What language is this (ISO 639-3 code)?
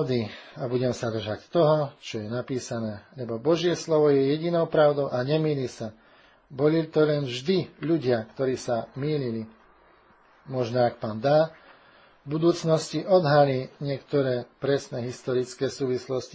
slk